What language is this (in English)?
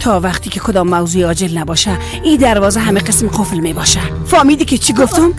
Persian